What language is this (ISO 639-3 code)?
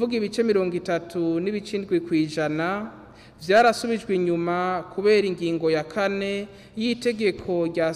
run